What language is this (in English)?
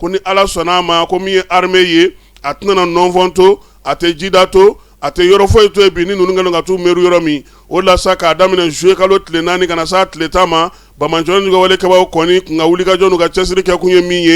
Bambara